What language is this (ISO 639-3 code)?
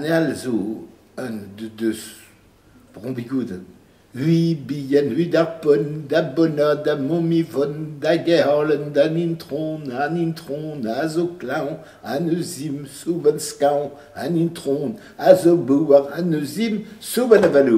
bre